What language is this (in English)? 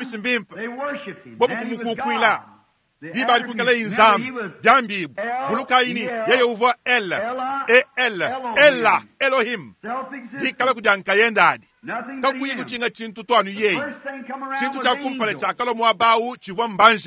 Luba-Lulua